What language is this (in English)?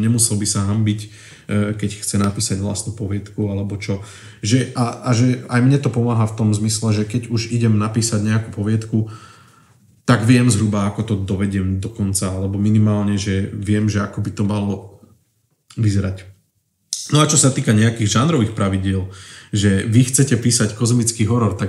Slovak